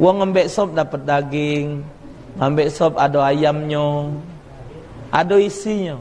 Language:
Musi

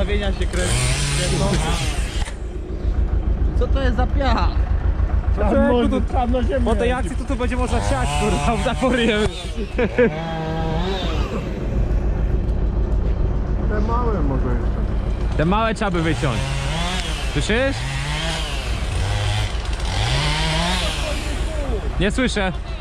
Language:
Polish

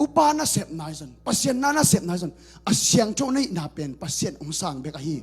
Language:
Tedim Chin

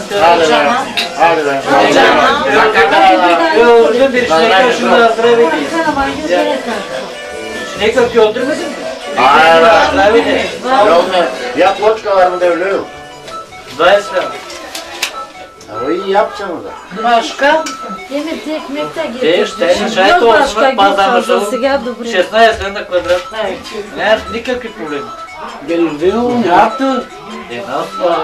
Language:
Turkish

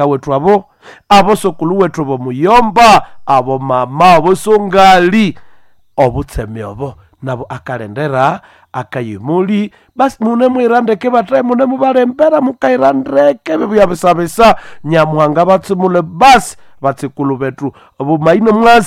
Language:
Nande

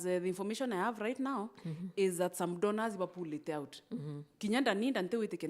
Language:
Meru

